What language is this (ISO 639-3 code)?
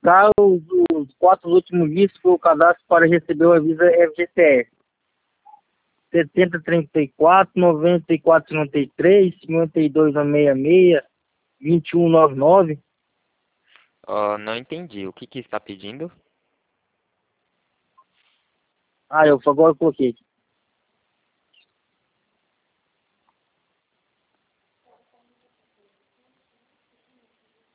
por